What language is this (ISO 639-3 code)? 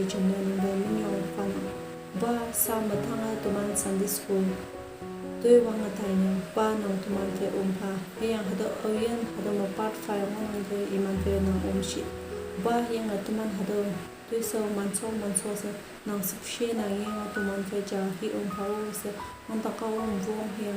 nbe